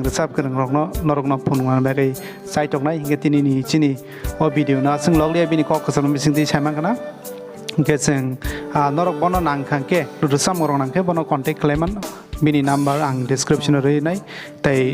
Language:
Kok Borok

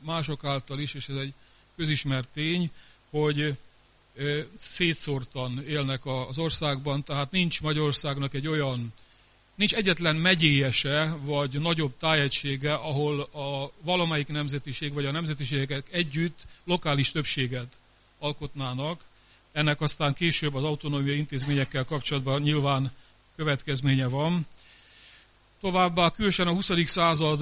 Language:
Hungarian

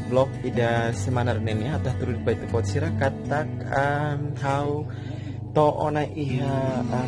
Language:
Tetum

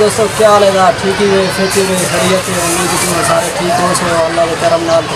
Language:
Saraiki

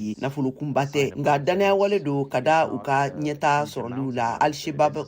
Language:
Bambara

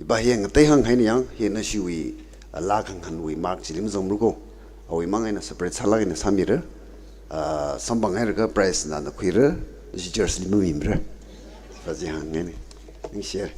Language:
Tangkhul Naga (India)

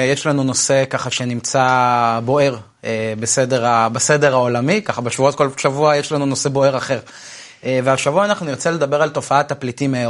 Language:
Hebrew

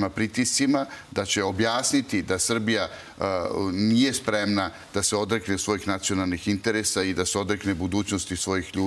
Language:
Serbian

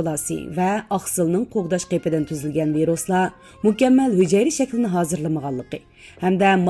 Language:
Uyghur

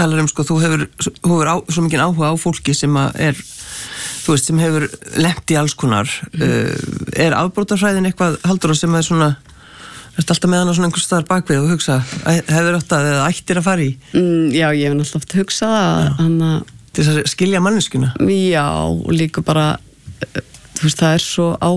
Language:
Icelandic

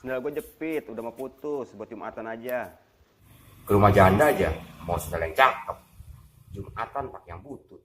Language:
Betawi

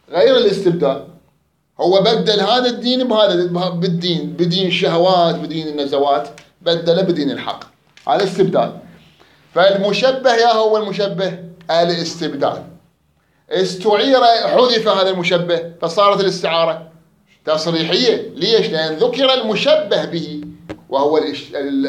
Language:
Mesopotamian Arabic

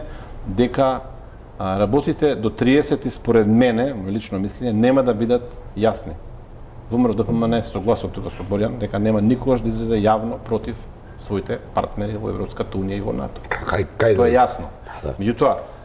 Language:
Macedonian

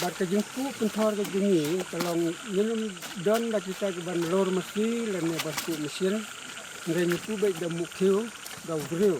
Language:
Khasi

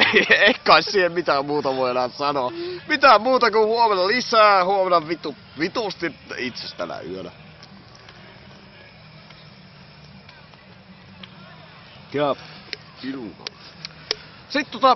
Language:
Finnish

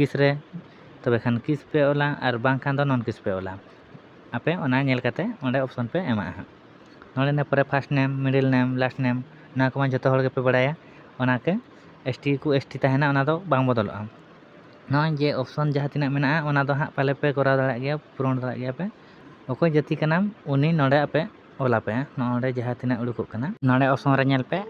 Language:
Santali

